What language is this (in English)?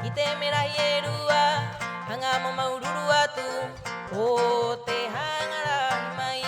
Rapanui